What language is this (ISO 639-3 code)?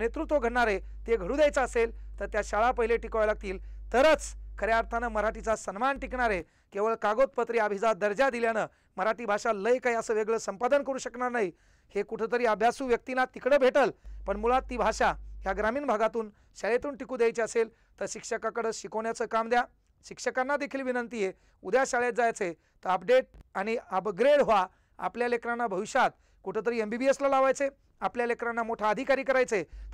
mar